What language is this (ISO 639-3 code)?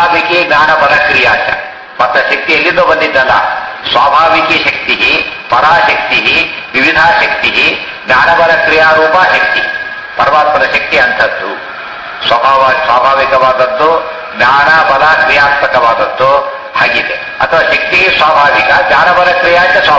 kan